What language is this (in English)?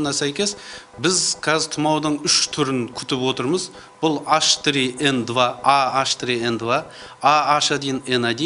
Kazakh